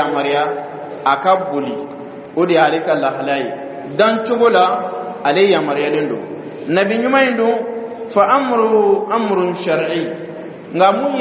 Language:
Dyula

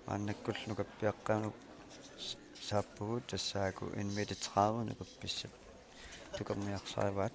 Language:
Kalaallisut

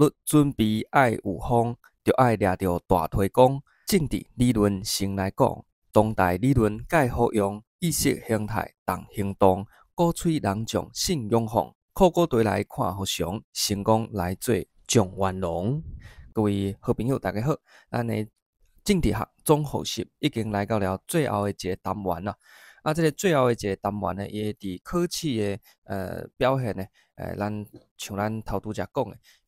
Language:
Min Nan Chinese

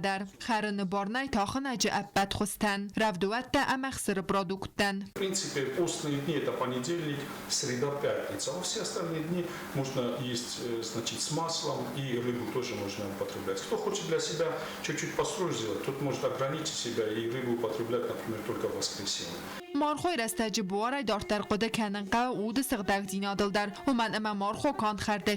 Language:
Ossetic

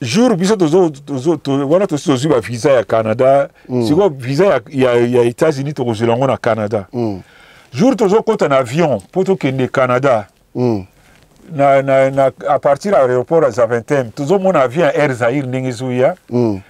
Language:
Lingala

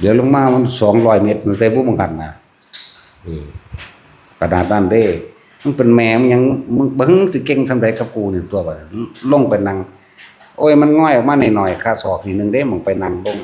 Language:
Northeastern Thai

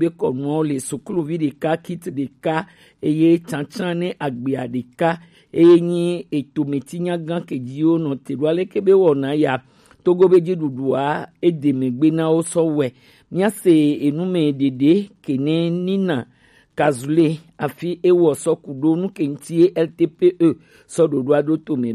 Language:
Gen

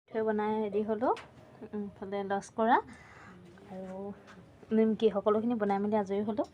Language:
Assamese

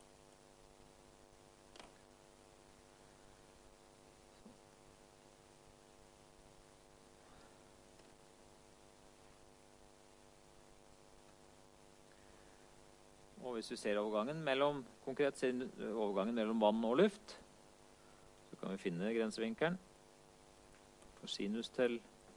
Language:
Norwegian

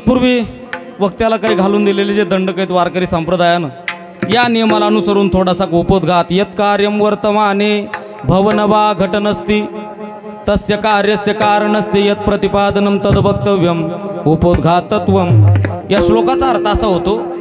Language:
Marathi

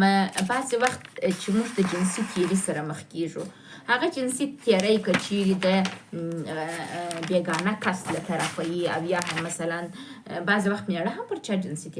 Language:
Pashto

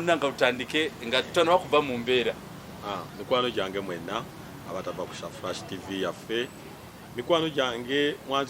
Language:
Ganda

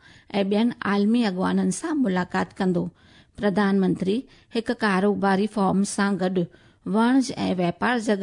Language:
Sindhi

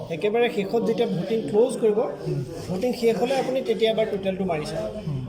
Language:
Assamese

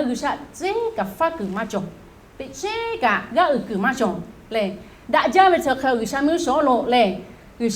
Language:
Lahu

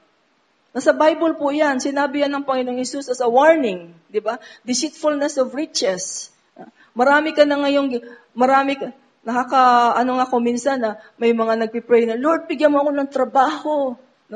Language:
Filipino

